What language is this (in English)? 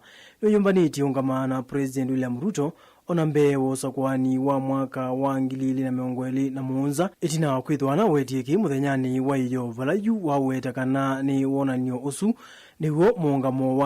Kamba